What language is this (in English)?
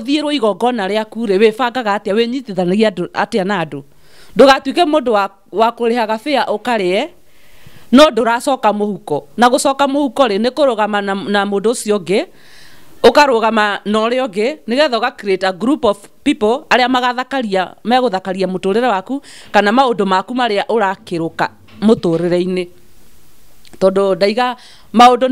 Kikuyu